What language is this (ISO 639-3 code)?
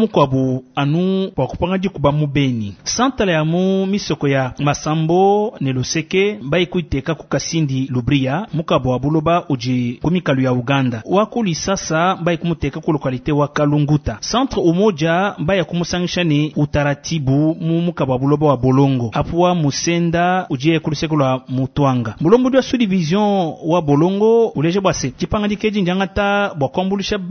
lua